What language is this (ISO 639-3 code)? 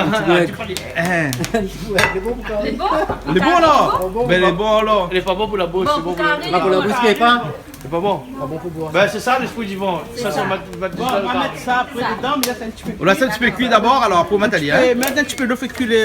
rcf